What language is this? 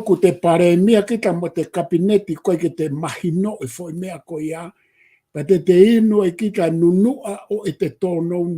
Tongan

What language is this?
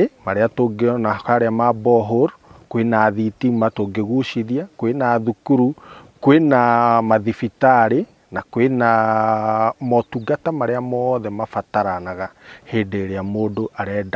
Kikuyu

